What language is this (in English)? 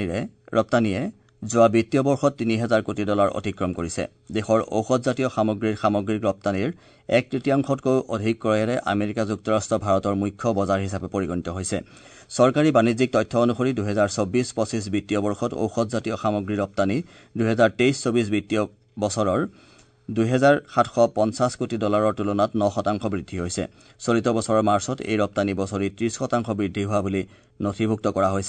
Assamese